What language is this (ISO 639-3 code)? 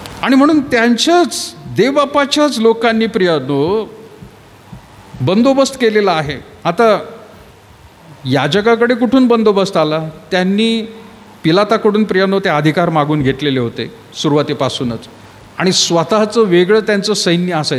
mar